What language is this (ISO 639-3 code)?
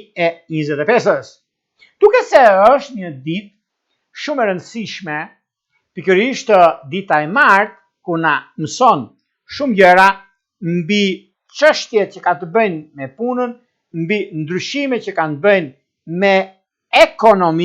sqi